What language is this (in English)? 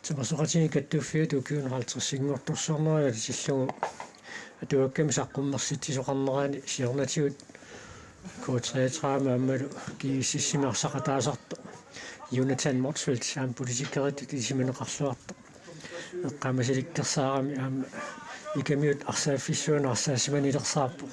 Kalaallisut